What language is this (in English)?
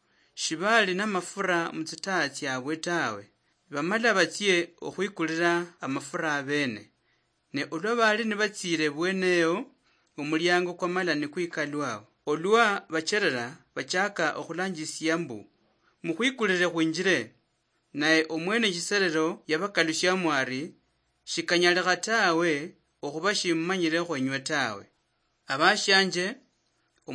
Luyia